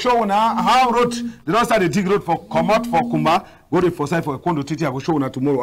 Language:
Cameroon Pidgin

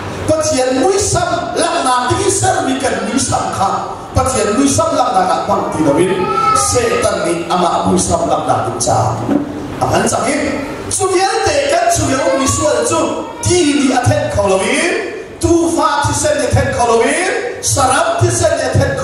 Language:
Hakha Chin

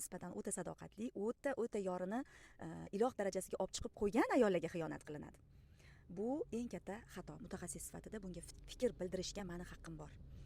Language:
Uzbek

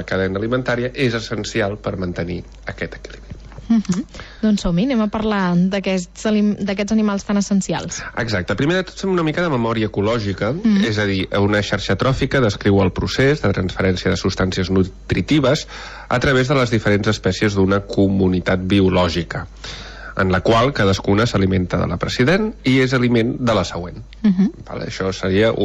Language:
Catalan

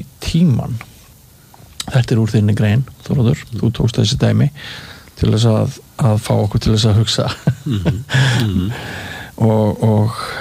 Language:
Icelandic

